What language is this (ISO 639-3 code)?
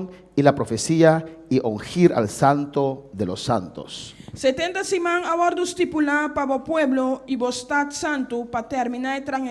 pap